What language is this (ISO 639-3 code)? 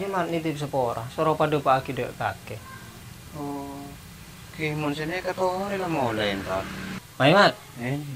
mad